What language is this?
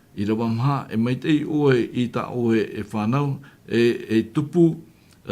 Tahitian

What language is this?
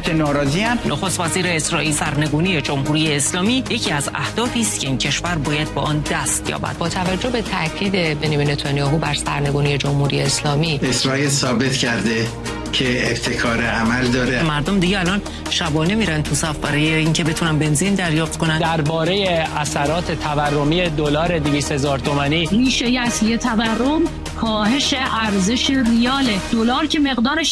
Persian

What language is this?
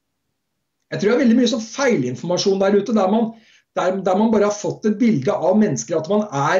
Norwegian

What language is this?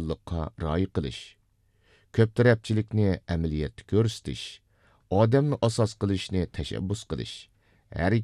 Uyghur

